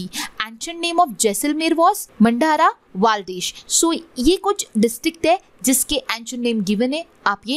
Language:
Hindi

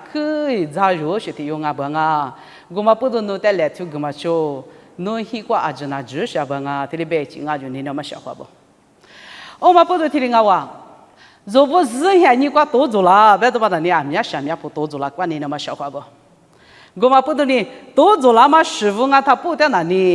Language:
Lisu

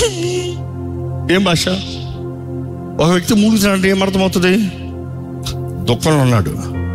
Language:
Telugu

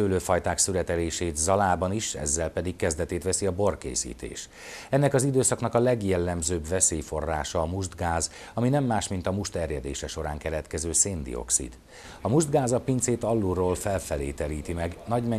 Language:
Hungarian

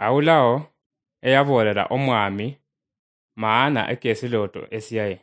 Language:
Luyia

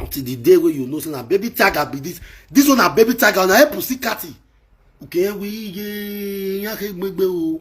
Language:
Nigerian Pidgin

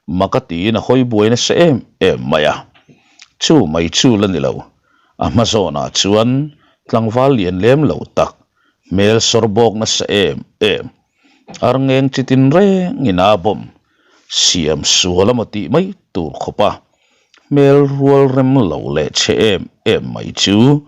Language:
Mizo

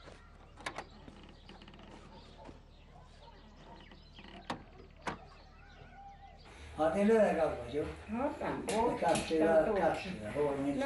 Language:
Hungarian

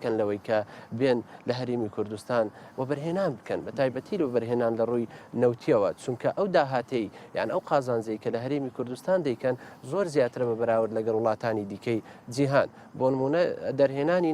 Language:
Central Kurdish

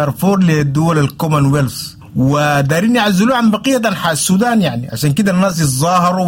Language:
Sudanese Arabic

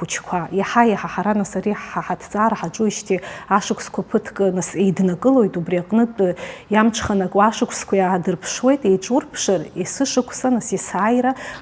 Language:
Abkhazian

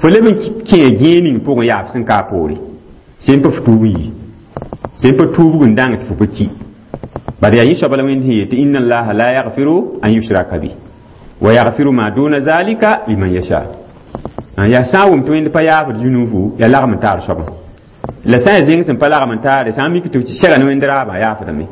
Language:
Mossi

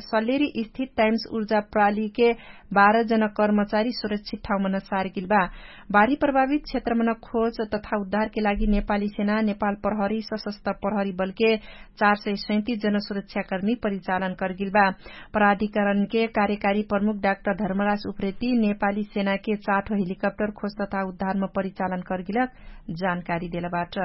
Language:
Dangaura Tharu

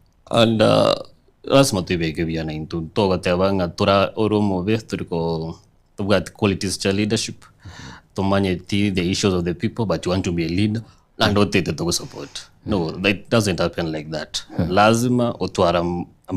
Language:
Gusii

